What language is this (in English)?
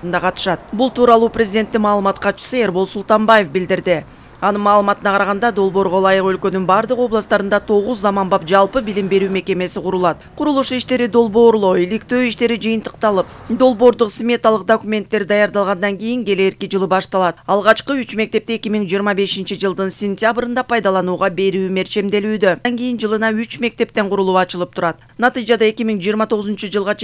Kyrgyz